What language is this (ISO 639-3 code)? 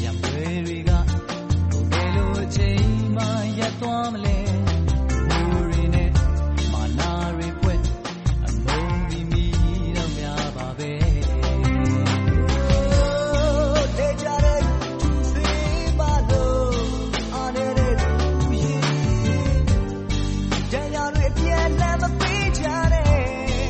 mya